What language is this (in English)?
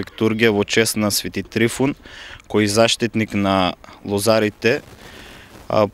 Macedonian